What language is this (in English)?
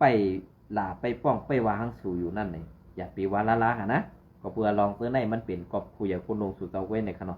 Shan